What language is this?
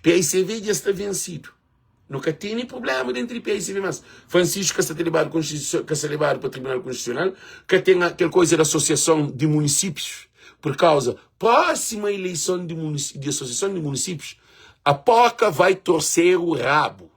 Kabuverdianu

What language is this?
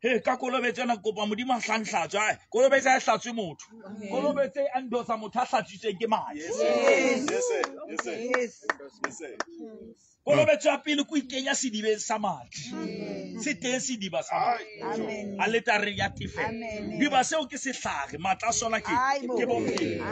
Southern Sotho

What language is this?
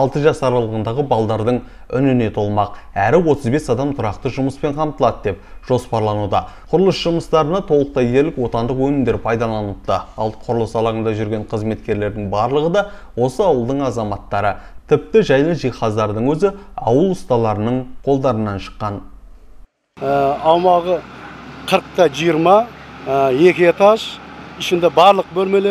Kazakh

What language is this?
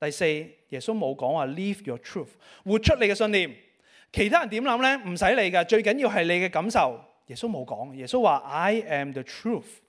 Cantonese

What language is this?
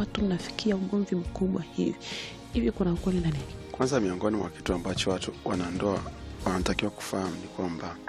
Swahili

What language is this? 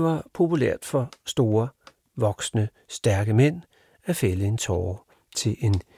Danish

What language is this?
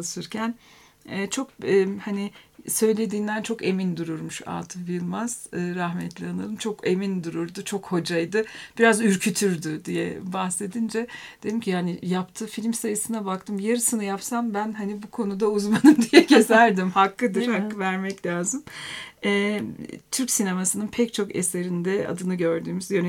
Turkish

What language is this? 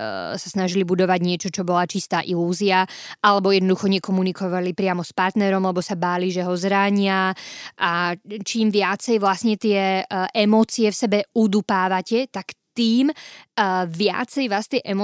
Slovak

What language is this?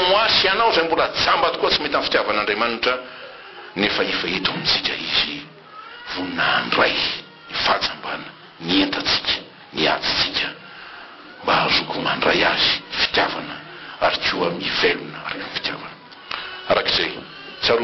Malagasy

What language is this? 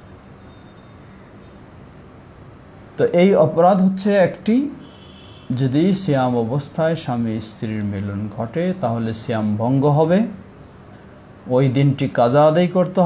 Bangla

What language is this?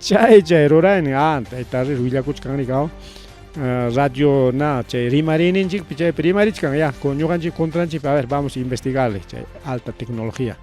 Ayacucho Quechua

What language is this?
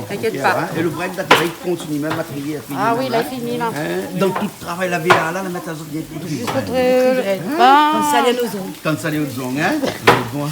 Réunion Creole French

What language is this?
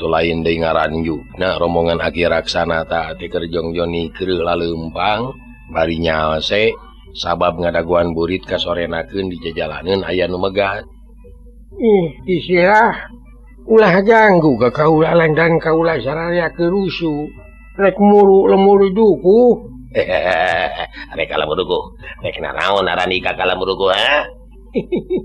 Sundanese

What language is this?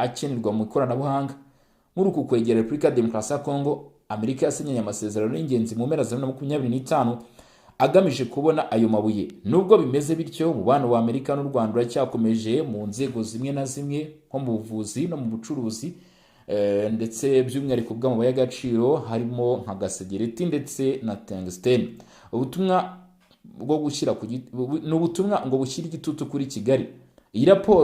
Kinyarwanda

